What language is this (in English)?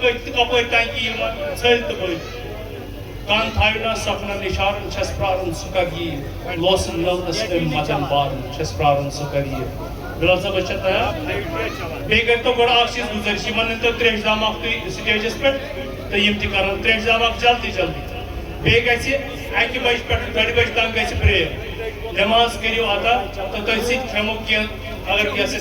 Kashmiri